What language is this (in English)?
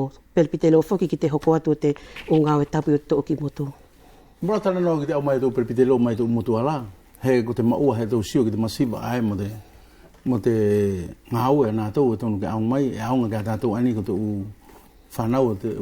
Wallisian